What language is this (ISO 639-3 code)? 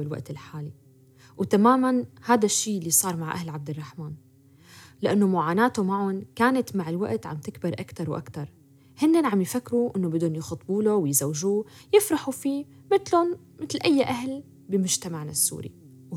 apc